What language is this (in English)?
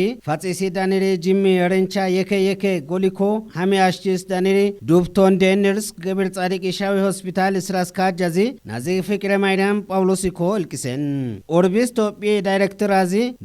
Kafa